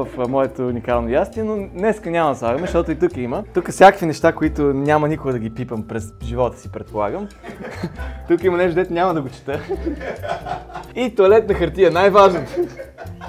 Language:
Bulgarian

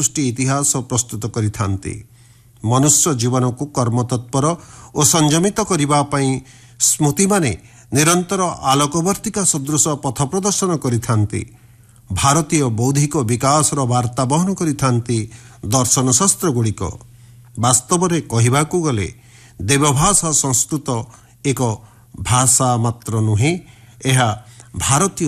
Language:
Odia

